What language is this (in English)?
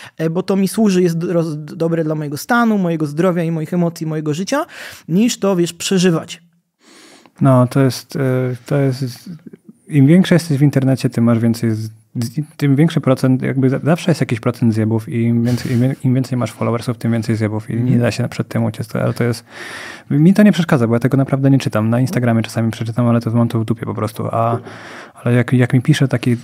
Polish